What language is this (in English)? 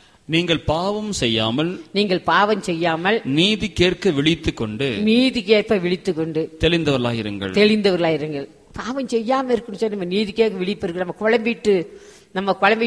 Tamil